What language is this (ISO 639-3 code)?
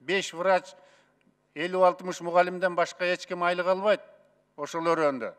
kir